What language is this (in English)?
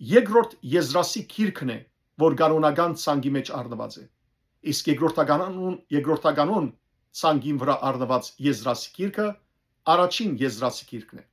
Western Armenian